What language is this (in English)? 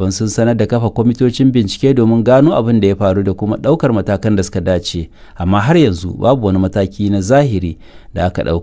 Hausa